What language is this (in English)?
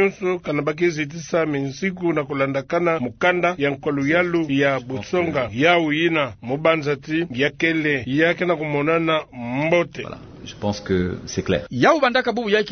Kituba (Democratic Republic of Congo)